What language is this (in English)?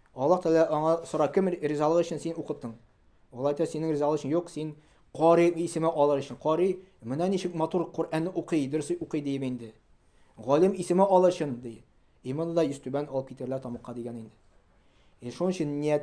Tatar